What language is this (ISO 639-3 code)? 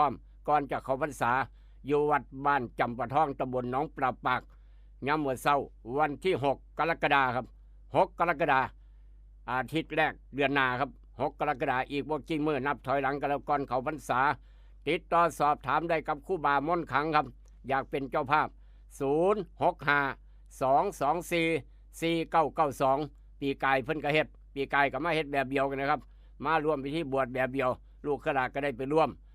tts